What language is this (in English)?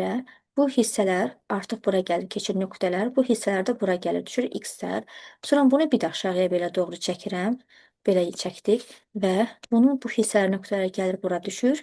Azerbaijani